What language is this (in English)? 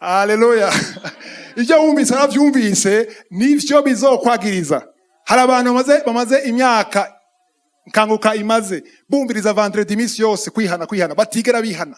Rundi